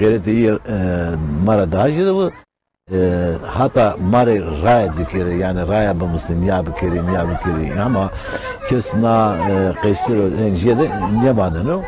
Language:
Zaza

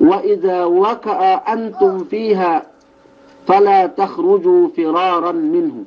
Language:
Yakan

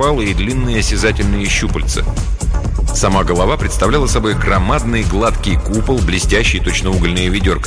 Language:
Russian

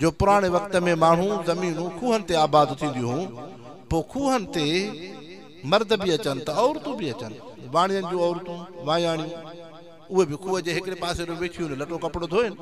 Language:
Sindhi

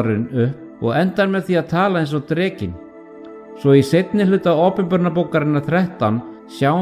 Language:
Icelandic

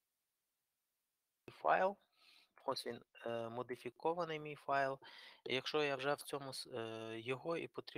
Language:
Ukrainian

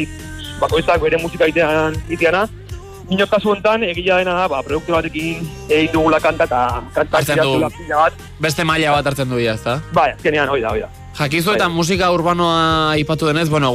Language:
Basque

